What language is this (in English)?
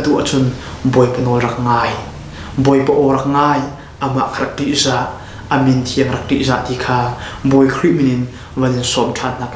Hakha Chin